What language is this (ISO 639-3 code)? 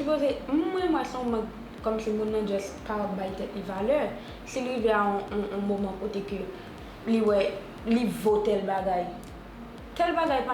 hat